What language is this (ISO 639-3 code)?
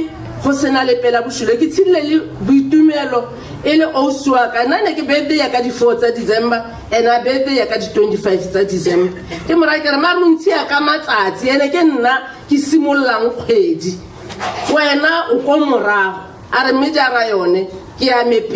tsn